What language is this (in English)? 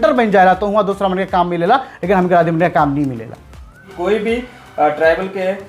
Sadri